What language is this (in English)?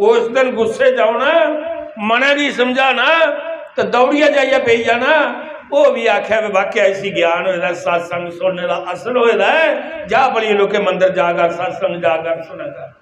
Dogri